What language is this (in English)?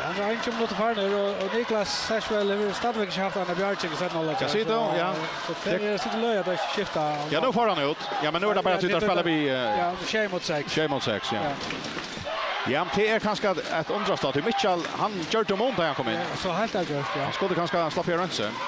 Faroese